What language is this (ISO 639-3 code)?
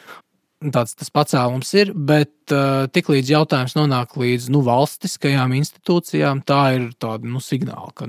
lav